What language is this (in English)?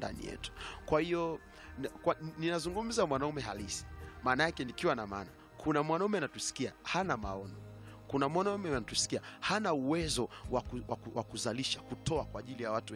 Swahili